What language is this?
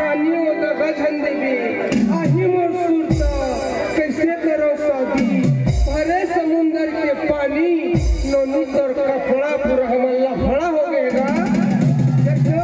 Chhattisgarhi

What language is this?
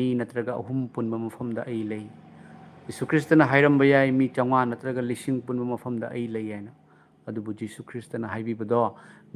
Manipuri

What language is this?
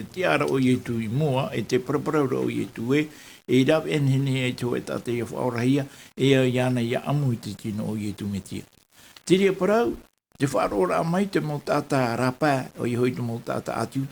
Tahitian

